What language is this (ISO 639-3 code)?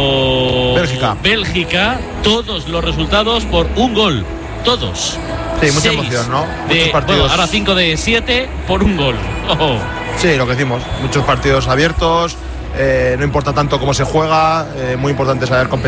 spa